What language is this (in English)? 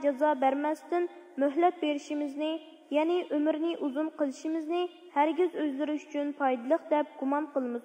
Uyghur